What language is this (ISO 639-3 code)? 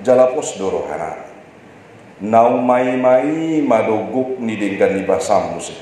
bbc